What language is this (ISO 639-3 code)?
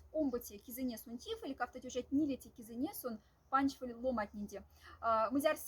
mdf